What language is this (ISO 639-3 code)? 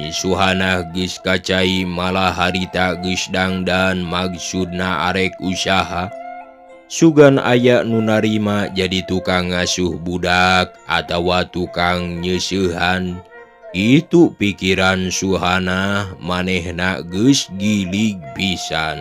sun